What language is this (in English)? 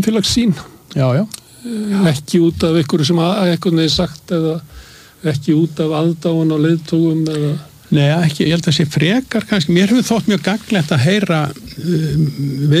Icelandic